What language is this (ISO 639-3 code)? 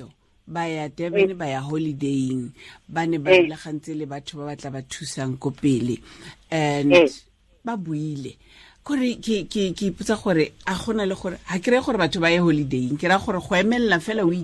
tsn